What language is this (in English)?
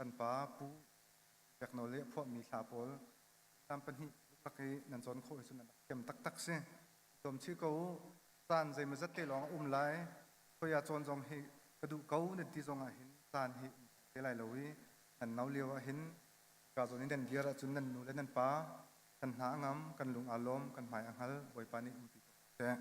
Hakha Chin